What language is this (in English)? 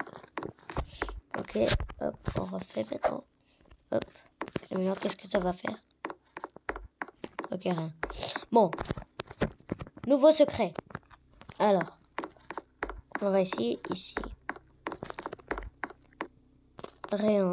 French